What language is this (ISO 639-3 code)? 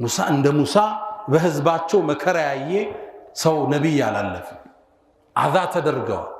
amh